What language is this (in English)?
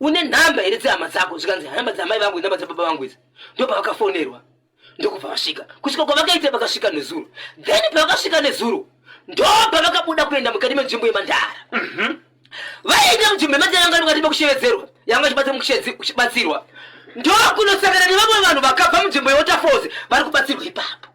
Shona